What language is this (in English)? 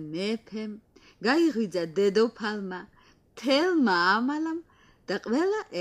Georgian